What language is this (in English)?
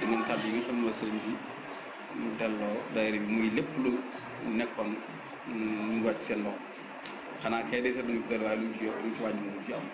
Wolof